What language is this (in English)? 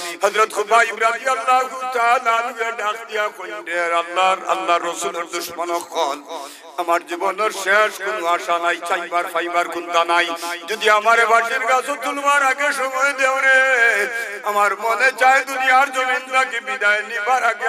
Sylheti